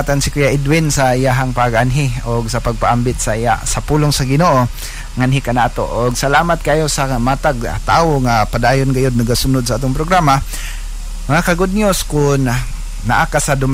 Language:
Cebuano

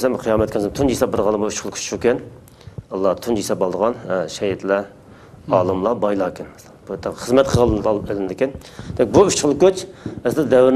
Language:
Uyghur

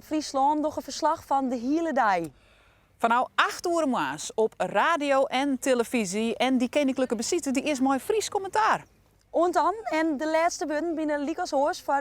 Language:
Western Frisian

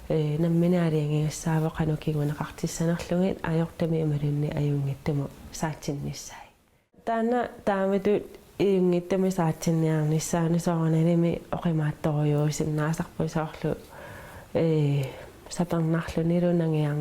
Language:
Kalaallisut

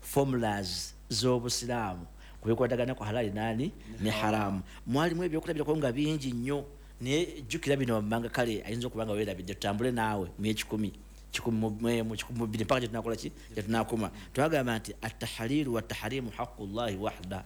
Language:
Ganda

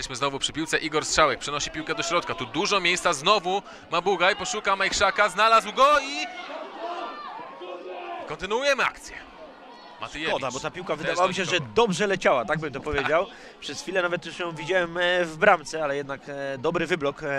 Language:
Polish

